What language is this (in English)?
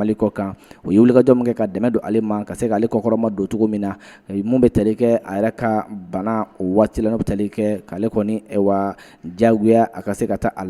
Bambara